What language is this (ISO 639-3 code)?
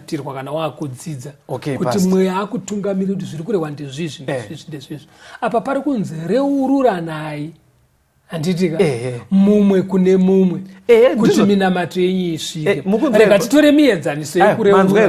sna